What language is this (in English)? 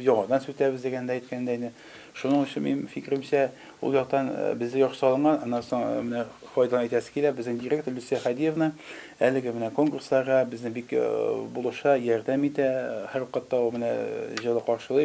Tatar